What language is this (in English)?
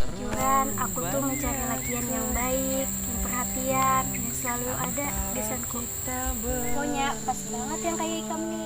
Banjar